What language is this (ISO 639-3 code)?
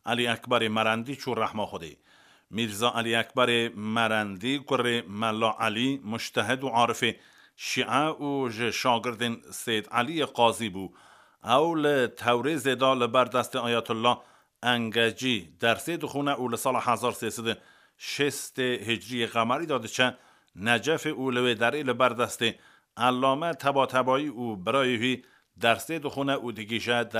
kur